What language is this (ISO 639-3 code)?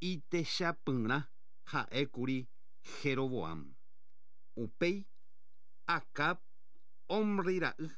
grn